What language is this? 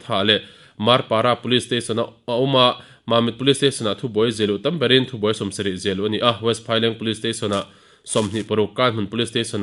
Mizo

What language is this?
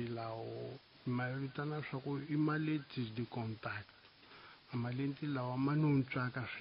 Tsonga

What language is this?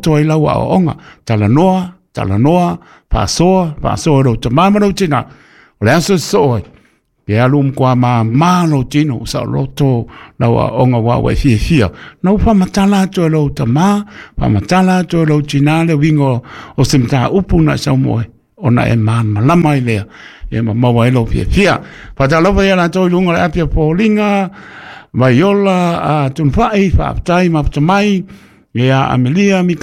Samoan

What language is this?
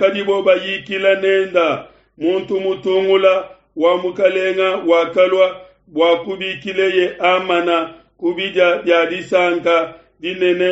Luba-Lulua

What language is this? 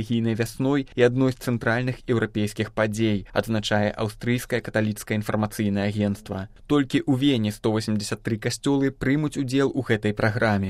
Belarusian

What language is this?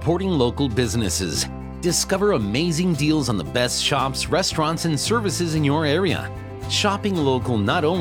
English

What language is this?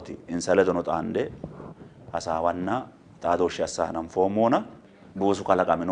Sidamo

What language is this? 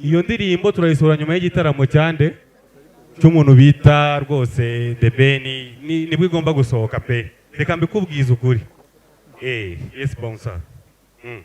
Kinyarwanda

